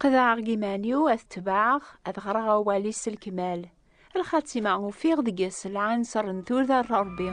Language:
Kabyle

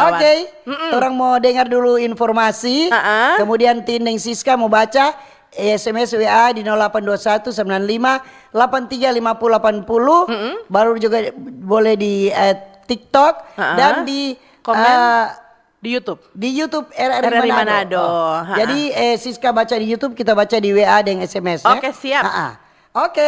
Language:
Manado Malay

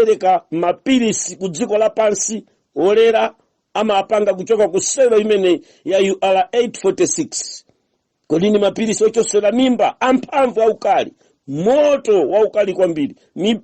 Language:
Nyanja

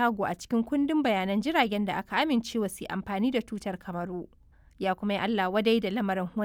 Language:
Hausa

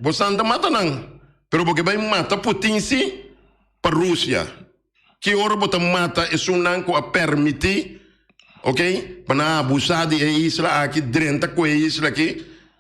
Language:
Papiamento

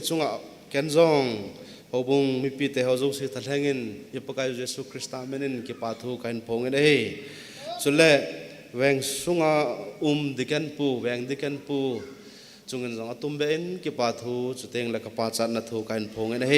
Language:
Thado Chin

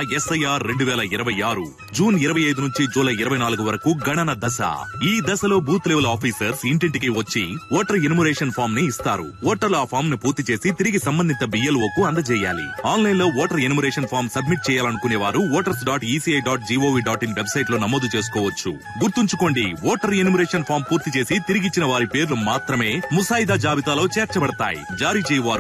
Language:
Telugu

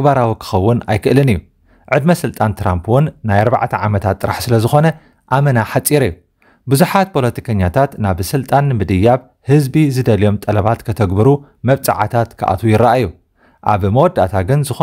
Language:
Tigrinya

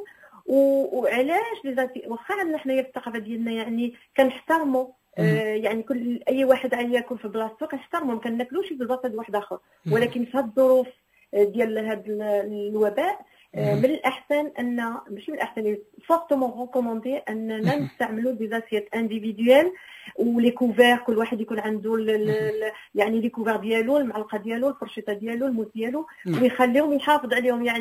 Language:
Moroccan Arabic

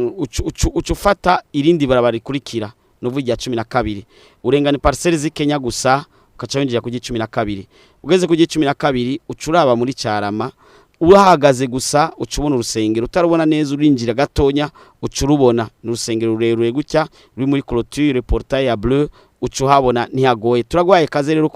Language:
Rundi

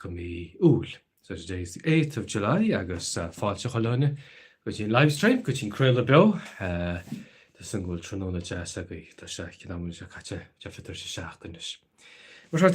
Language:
Irish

